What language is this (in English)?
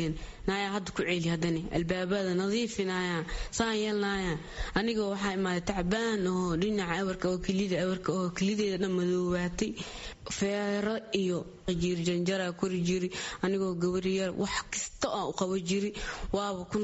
Somali